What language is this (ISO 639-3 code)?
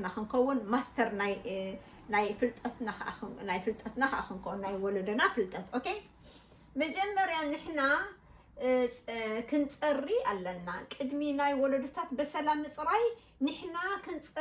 tir